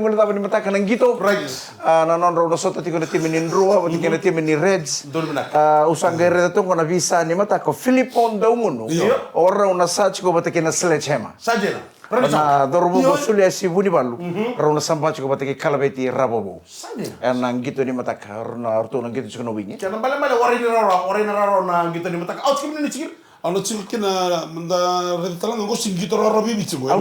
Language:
Fijian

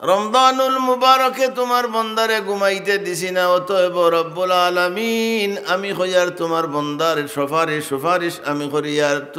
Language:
Sylheti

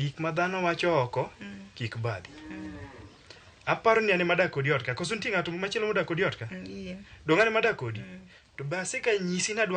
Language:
Luo (Kenya and Tanzania)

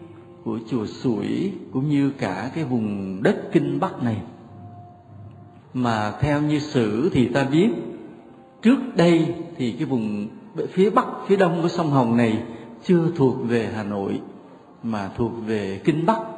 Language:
Vietnamese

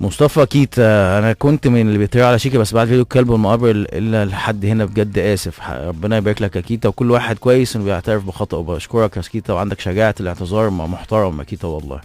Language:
Egyptian Arabic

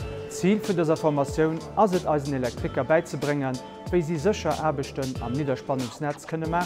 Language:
Luxembourgish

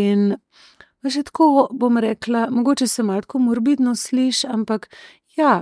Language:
Slovenian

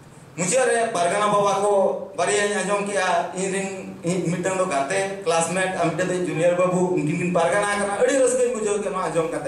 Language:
Santali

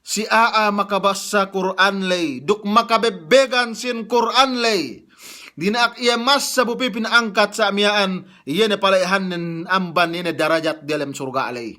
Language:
Yakan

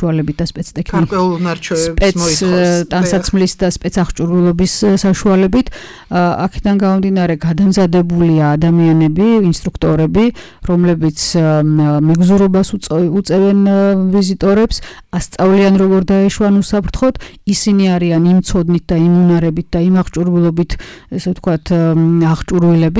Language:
Georgian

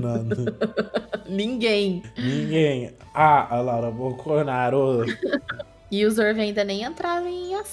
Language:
Portuguese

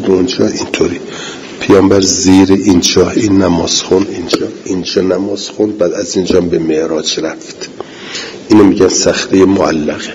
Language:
Persian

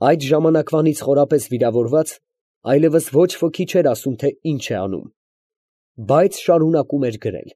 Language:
Armenian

